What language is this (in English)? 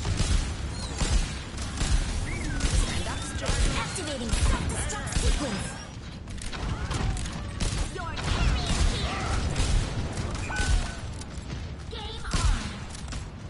English